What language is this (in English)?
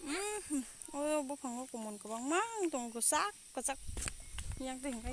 Kok Borok